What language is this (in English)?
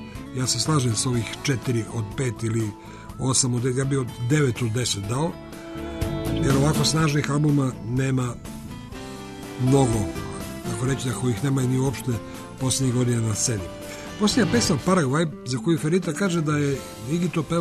Serbian